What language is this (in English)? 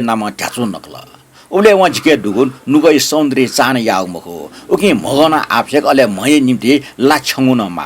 Newari